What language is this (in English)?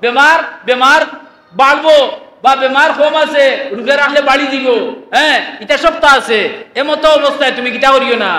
Sylheti